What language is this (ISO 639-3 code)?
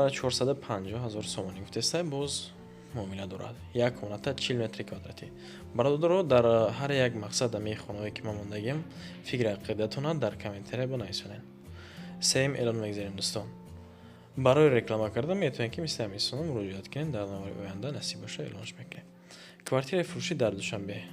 tgk